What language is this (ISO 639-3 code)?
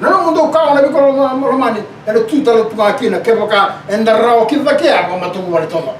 fij